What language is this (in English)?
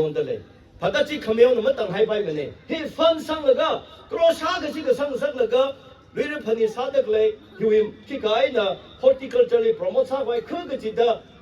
Tangkhul Naga (India)